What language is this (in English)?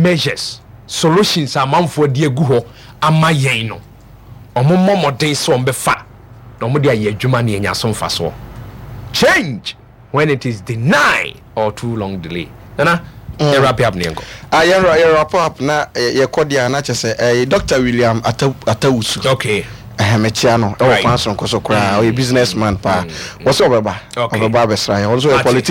Akan